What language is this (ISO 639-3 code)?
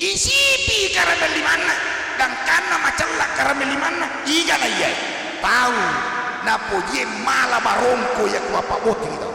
bug